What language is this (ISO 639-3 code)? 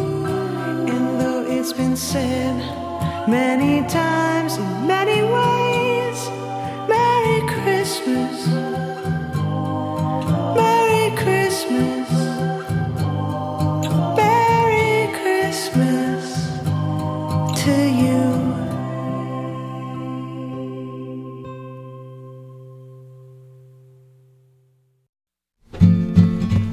eng